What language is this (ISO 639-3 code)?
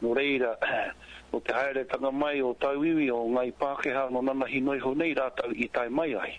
mri